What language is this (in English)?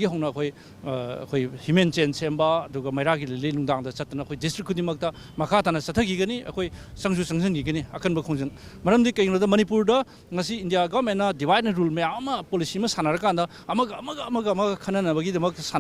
Manipuri